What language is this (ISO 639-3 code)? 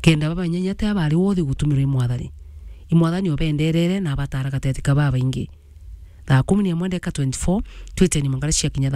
mer